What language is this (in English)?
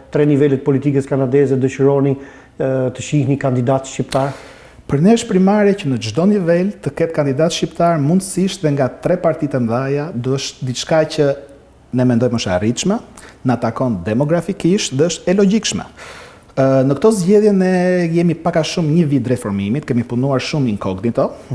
Albanian